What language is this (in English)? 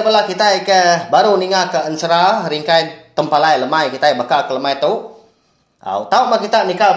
Iban